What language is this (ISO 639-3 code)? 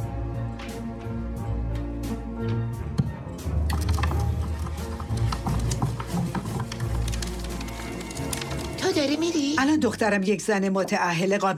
fas